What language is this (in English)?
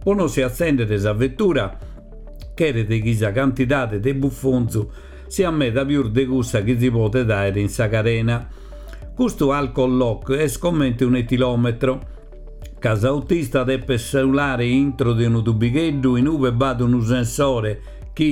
Sardinian